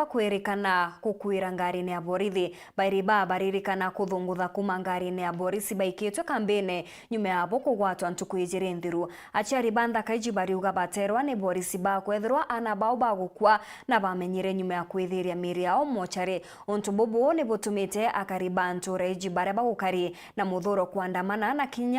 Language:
Meru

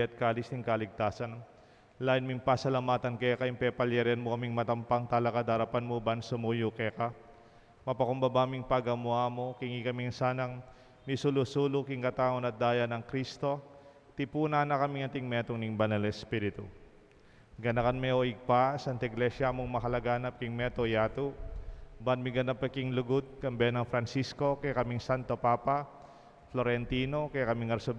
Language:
Pampanga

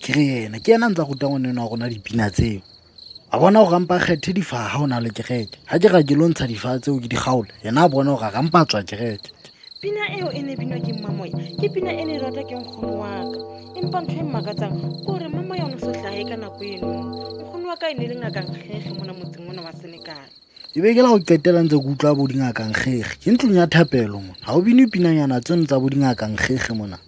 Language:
Southern Sotho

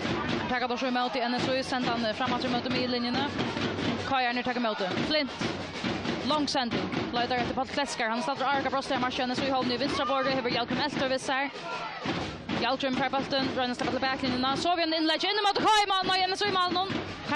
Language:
Faroese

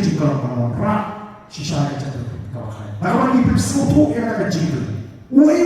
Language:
Khasi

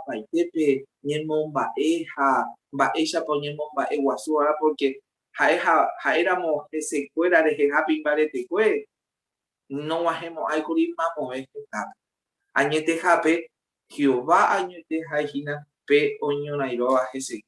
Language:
Guarani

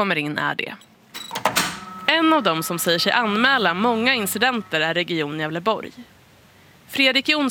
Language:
Swedish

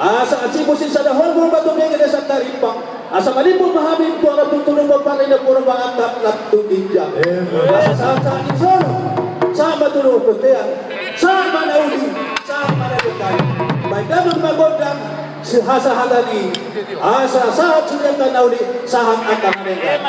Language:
Batak Toba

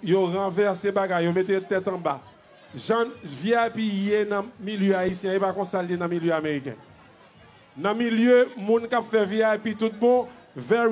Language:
Haitian Creole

